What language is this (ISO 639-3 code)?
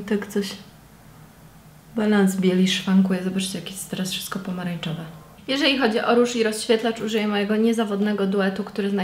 pol